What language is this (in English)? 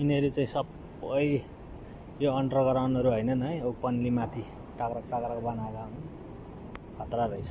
Nepali